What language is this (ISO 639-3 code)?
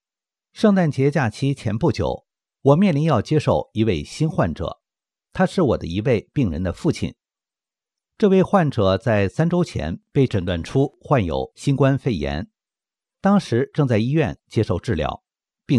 zho